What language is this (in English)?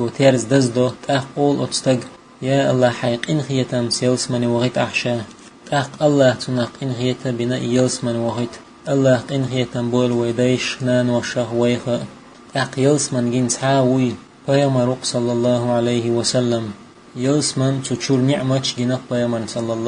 Chechen